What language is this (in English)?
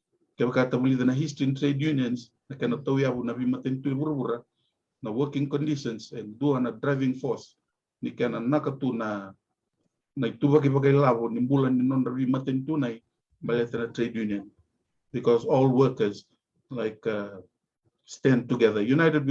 Fijian